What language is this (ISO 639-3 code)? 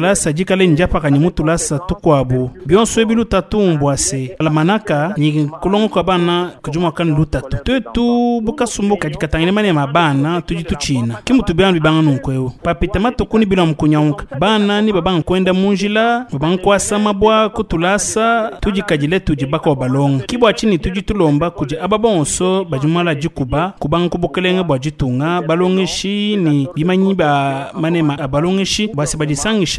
lua